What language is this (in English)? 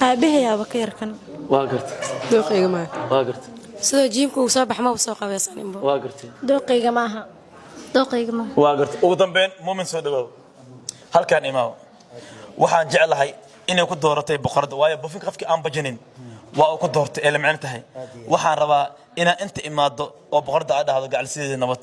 Somali